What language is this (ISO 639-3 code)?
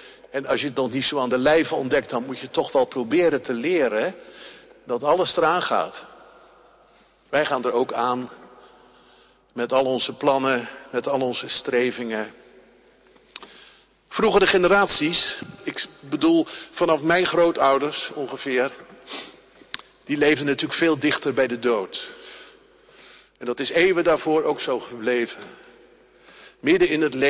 nld